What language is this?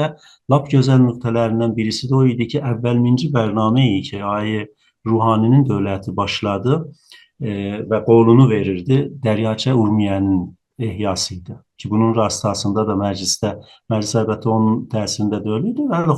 South Azerbaijani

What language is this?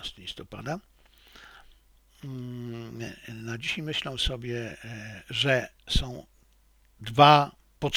Polish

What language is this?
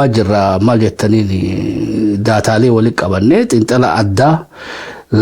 Oromo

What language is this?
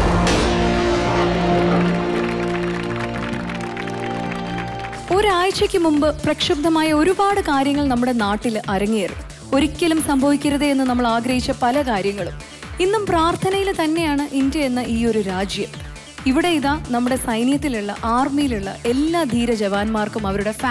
Malayalam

